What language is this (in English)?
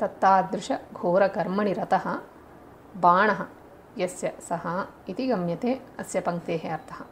Sanskrit